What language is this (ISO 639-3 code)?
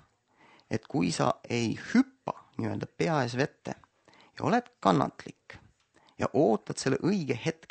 est